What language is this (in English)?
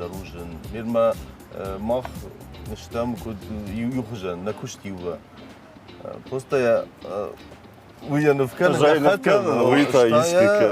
Ossetic